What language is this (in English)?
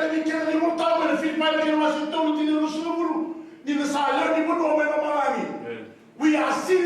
Fijian